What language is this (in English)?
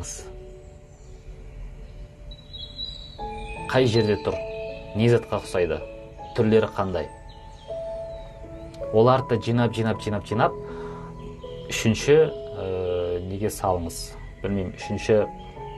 Kazakh